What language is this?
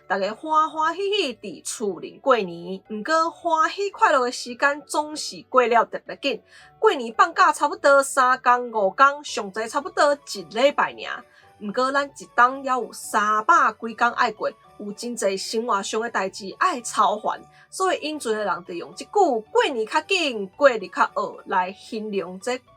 Min Nan Chinese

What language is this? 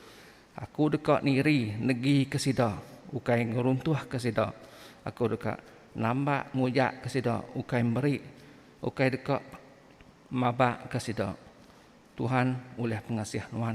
Iban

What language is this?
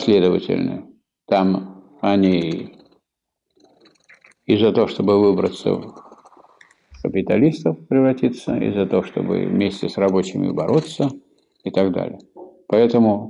Russian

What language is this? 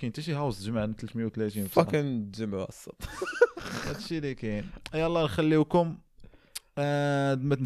Moroccan Arabic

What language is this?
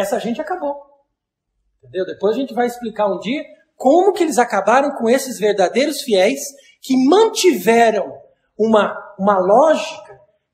Portuguese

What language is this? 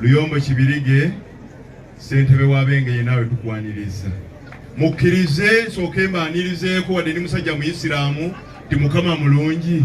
Ganda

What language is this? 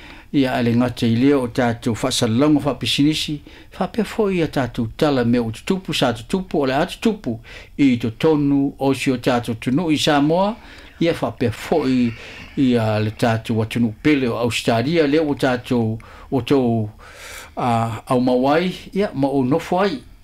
Samoan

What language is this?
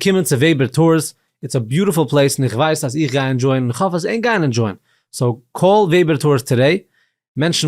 Yiddish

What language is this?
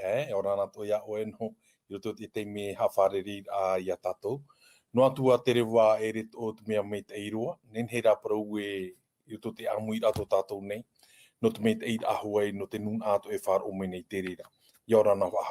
Tahitian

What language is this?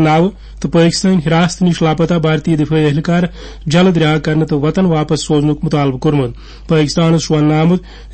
Kashmiri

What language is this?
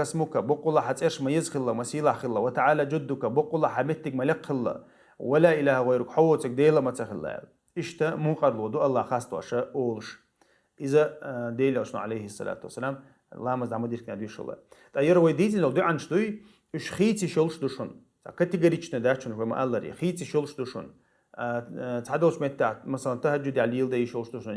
Chechen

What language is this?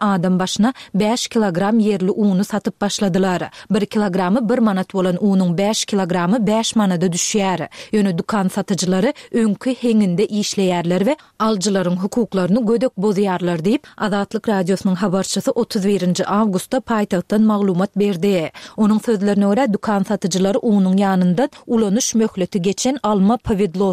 Turkmen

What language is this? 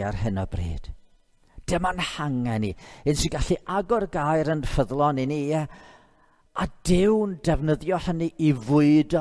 Welsh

